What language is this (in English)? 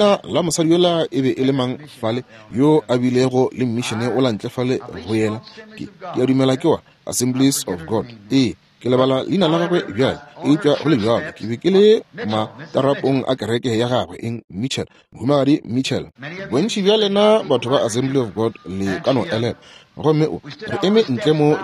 Northern Sotho